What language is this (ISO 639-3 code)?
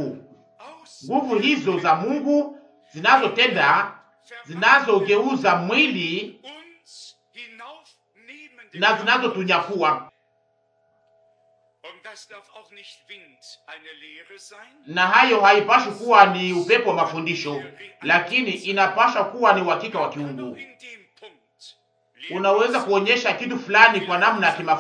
swa